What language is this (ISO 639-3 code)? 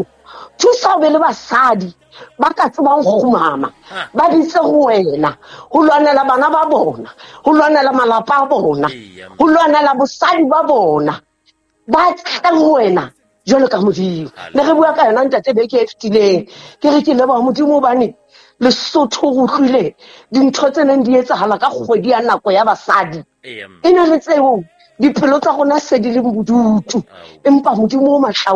sot